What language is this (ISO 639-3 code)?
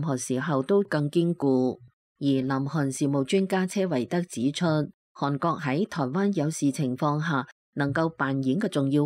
yue